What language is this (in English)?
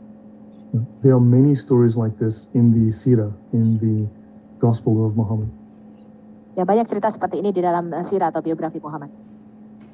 Indonesian